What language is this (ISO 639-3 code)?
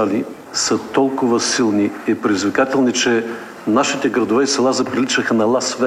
bul